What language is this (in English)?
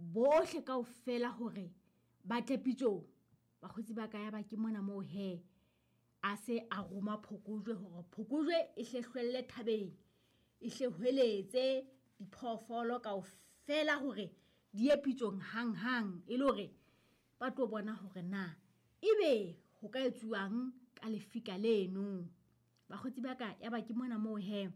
Southern Sotho